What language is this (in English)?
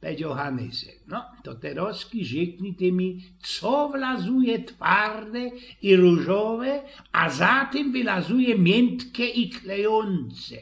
Silesian